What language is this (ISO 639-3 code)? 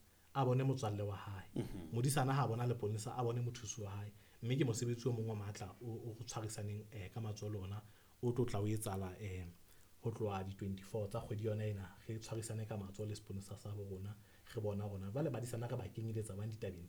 sot